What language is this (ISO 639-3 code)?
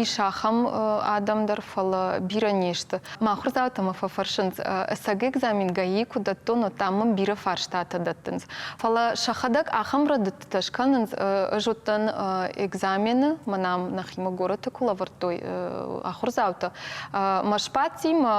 oss